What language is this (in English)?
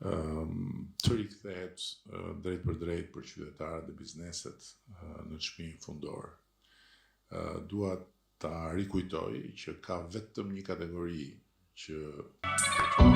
Albanian